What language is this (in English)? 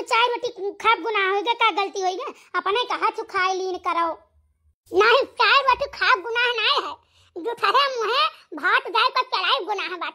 Awadhi